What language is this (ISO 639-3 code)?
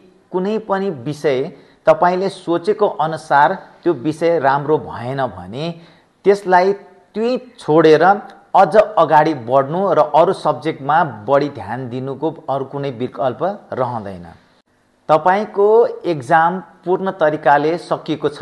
nep